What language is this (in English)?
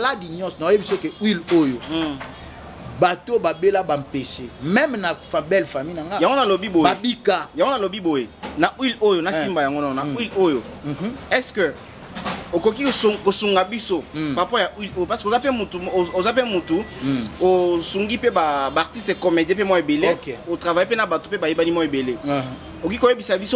Lingala